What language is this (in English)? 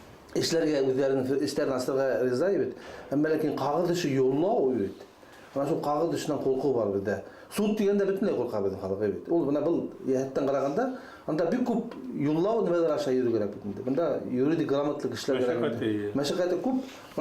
Bashkir